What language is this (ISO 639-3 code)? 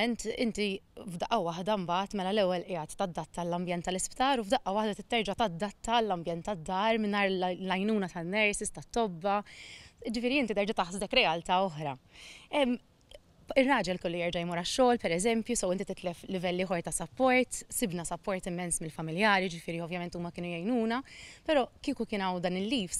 mlt